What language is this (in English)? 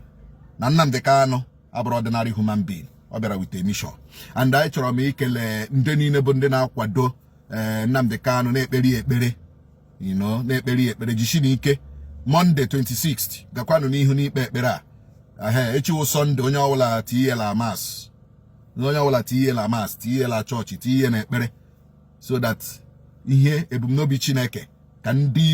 Igbo